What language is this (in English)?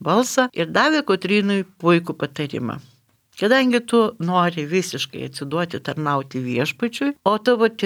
Lithuanian